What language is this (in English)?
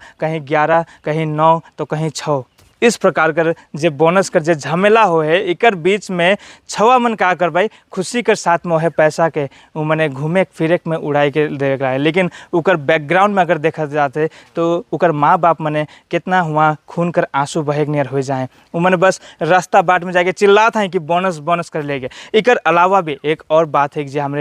Sadri